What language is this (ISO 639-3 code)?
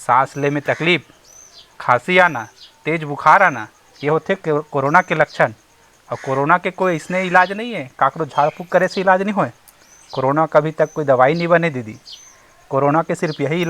hne